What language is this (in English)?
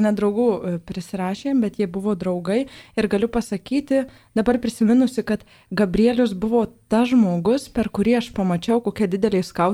Lithuanian